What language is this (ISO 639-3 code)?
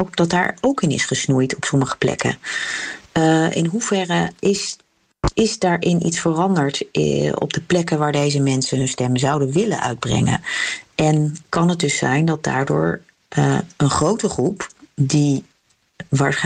nld